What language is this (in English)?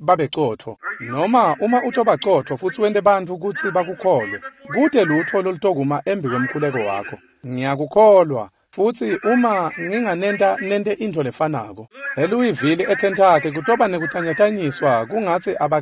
Swati